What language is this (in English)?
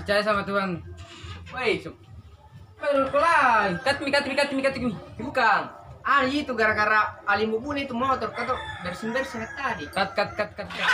Makassar Malay